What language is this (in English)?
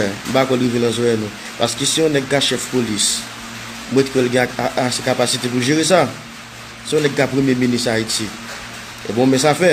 Haitian Creole